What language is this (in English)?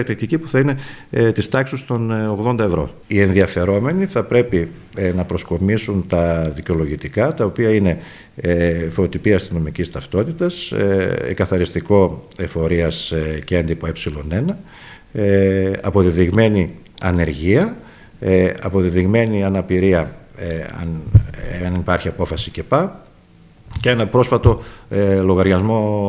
Greek